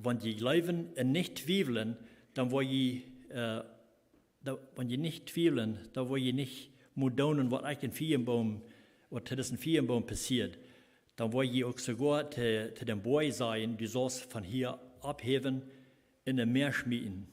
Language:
Plautdietsch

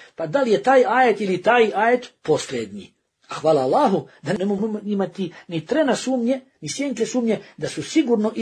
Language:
Bosnian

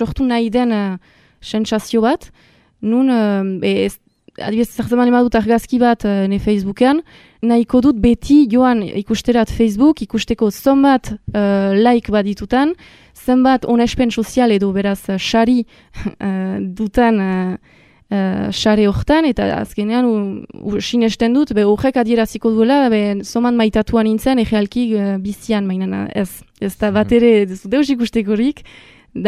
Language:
Basque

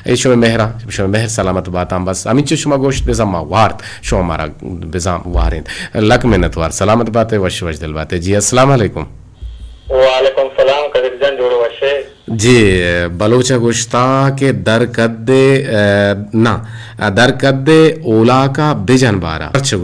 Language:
Eastern Balochi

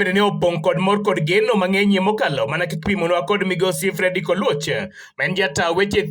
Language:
Luo (Kenya and Tanzania)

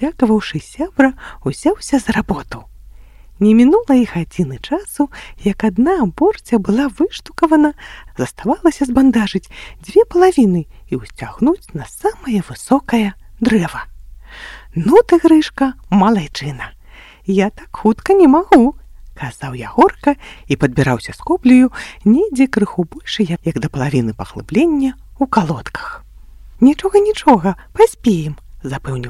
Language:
Belarusian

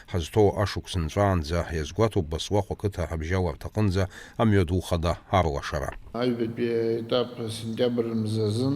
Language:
Abkhazian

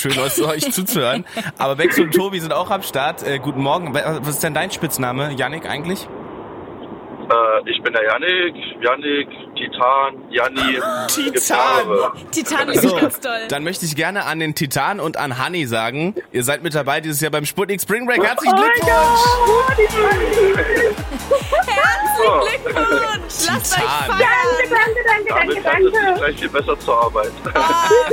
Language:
German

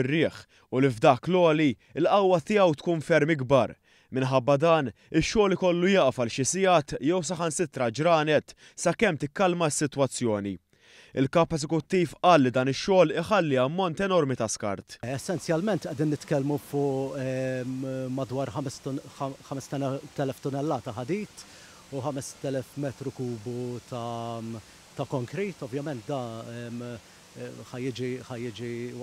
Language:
Maltese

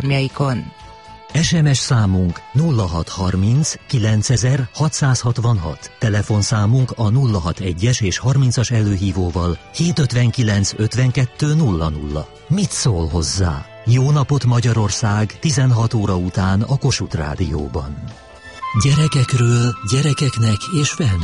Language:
Hungarian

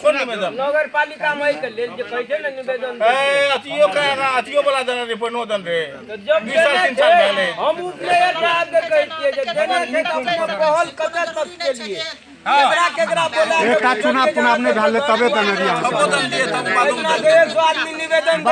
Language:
Maithili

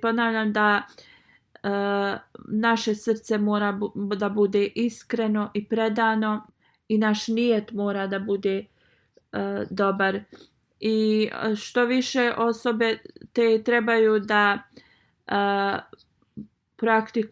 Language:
Bosnian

